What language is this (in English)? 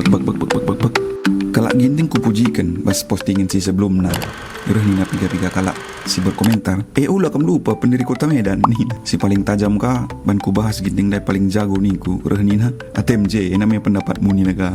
Batak Karo